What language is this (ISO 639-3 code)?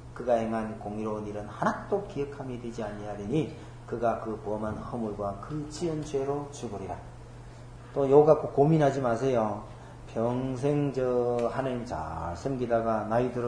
kor